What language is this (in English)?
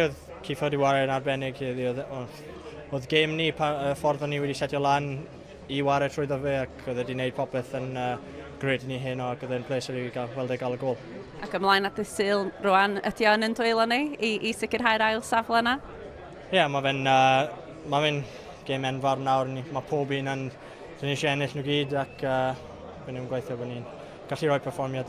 Welsh